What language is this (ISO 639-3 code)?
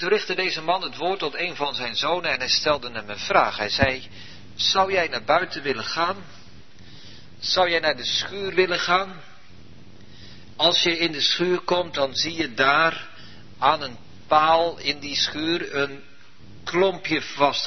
nld